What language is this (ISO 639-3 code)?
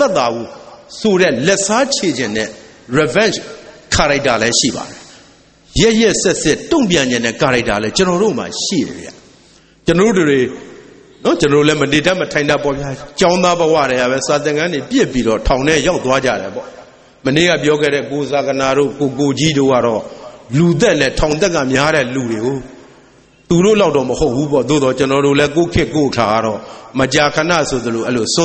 mya